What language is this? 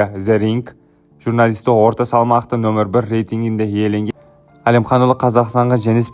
Kazakh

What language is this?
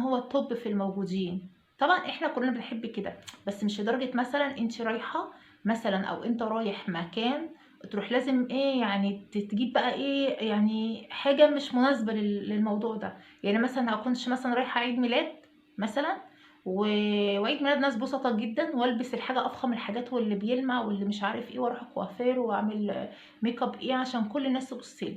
Egyptian Arabic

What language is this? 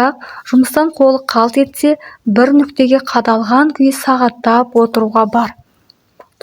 Kazakh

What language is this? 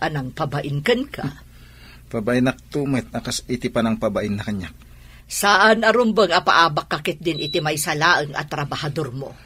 Iloko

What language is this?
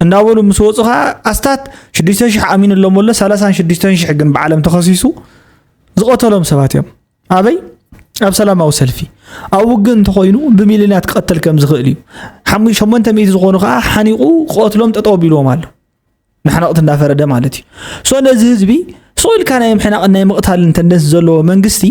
Tigrinya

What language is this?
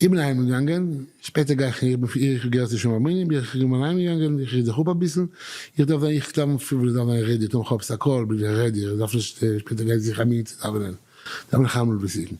Yiddish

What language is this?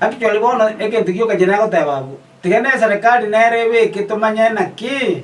Gusii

